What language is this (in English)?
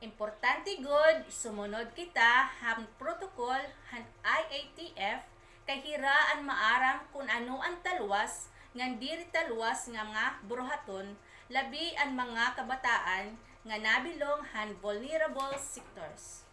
Waray